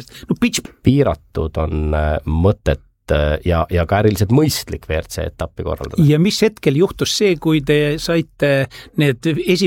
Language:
Estonian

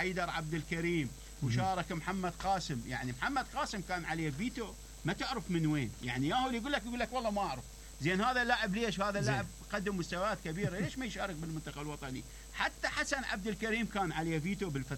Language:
Mesopotamian Arabic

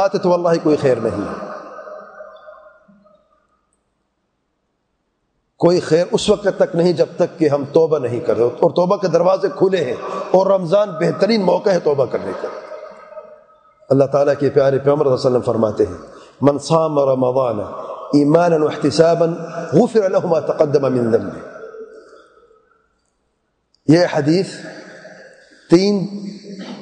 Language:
Urdu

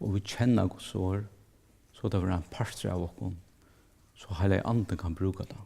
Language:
Faroese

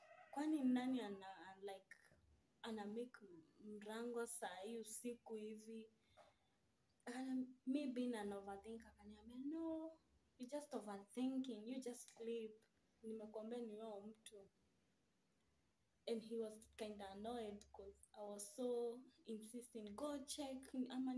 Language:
Swahili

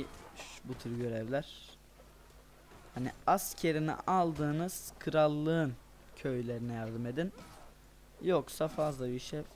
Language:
Turkish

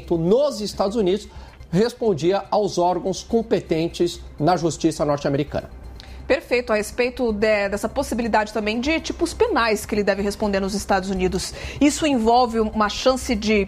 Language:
Portuguese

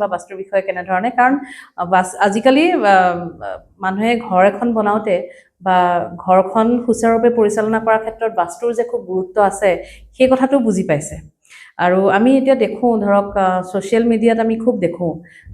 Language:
Assamese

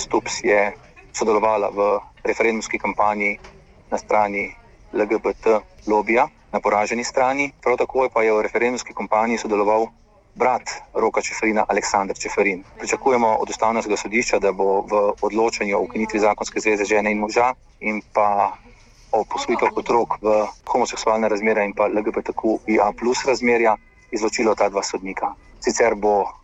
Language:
Slovenian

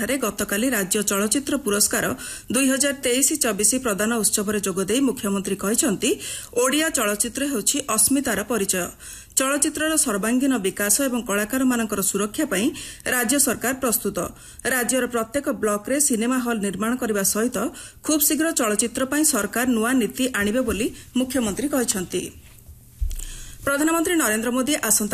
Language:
Odia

